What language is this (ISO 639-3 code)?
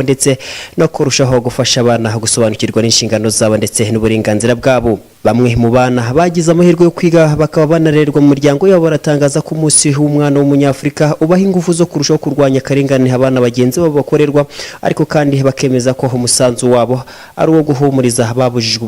kin